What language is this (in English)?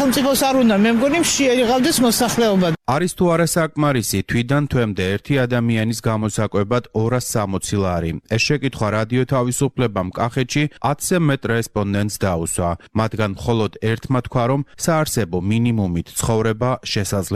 Georgian